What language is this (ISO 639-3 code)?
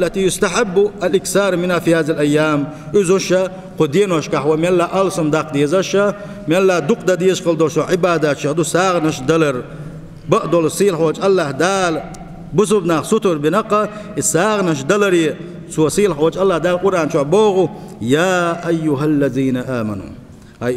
che